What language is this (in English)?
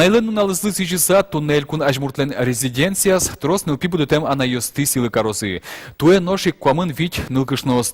Udmurt